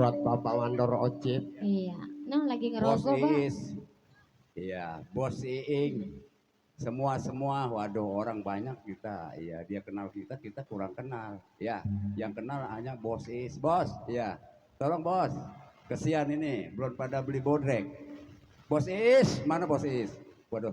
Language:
Betawi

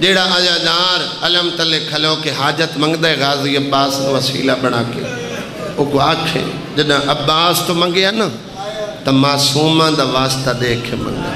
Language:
Saraiki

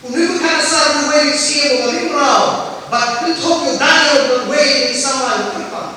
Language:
Khasi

